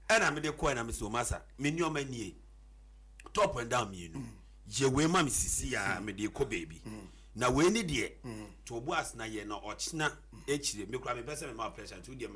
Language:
Akan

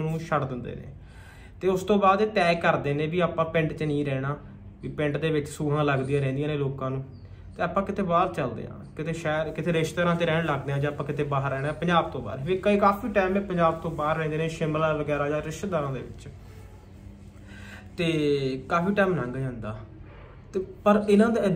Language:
Punjabi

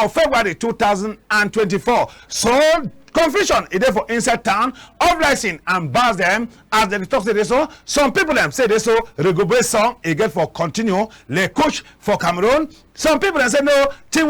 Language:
Cameroon Pidgin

